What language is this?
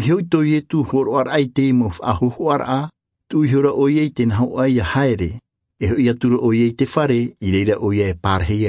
Tahitian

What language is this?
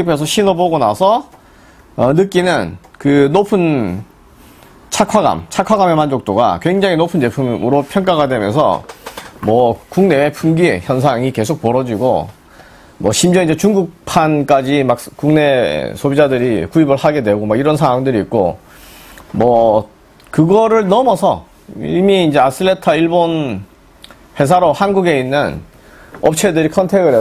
Korean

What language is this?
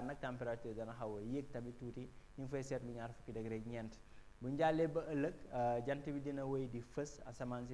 Wolof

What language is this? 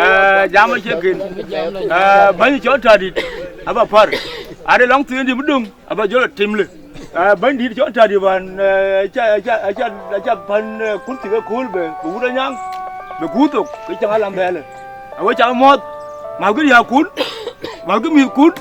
Dinka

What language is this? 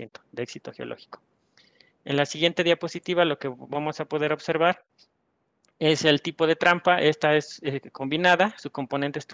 Spanish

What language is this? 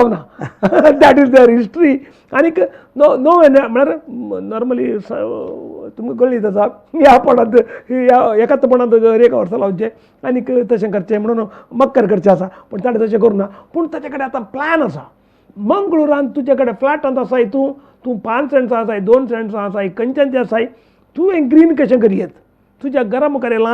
Konkani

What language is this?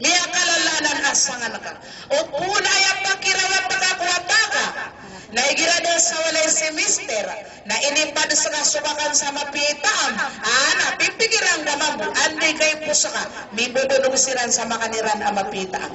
Maranao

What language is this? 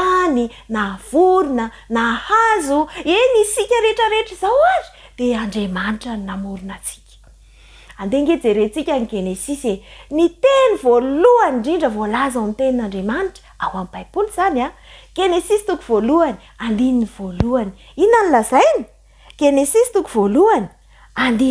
Malagasy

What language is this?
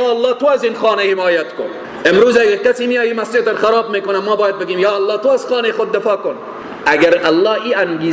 Persian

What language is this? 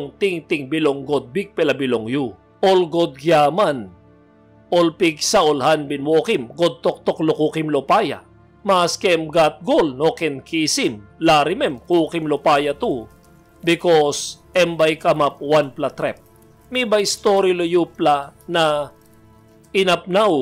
Tok Pisin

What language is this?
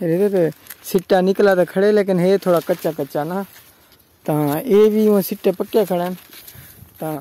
Saraiki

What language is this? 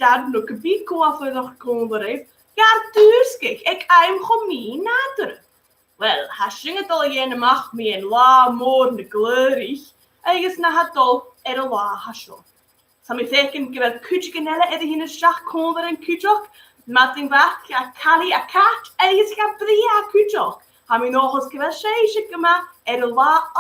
Scottish Gaelic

